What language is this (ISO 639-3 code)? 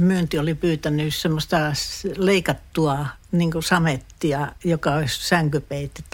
fin